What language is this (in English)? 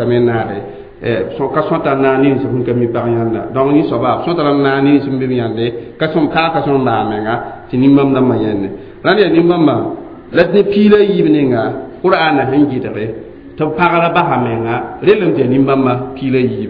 Mossi